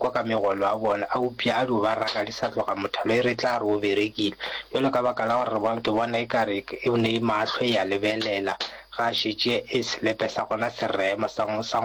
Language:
Northern Sotho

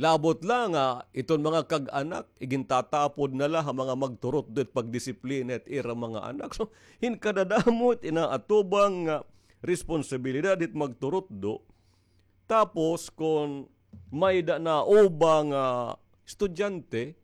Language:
Waray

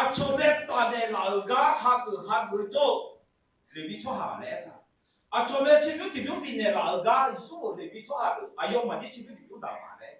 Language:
Akha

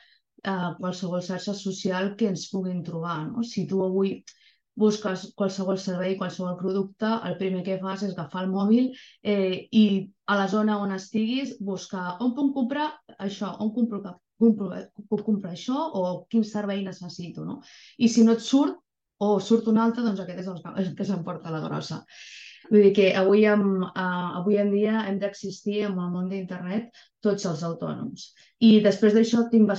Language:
Catalan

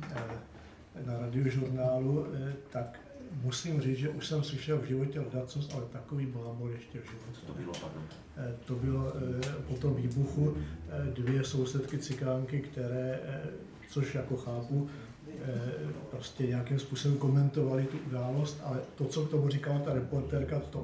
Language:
Czech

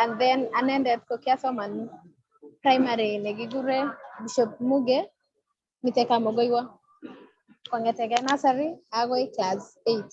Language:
Kalenjin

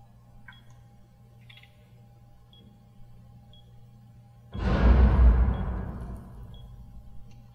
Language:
Russian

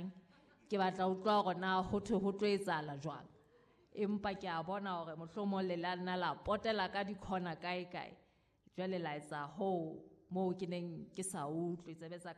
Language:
Southern Sotho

